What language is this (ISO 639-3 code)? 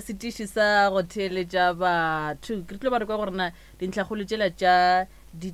nso